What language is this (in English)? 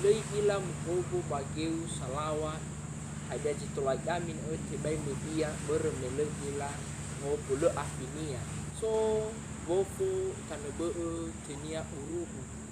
Nias